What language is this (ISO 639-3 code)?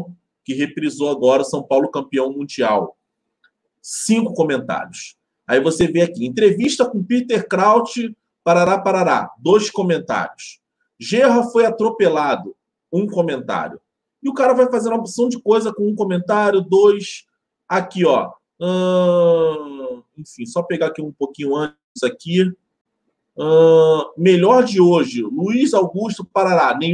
por